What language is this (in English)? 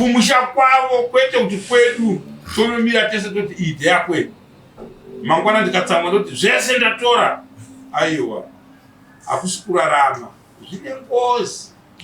Shona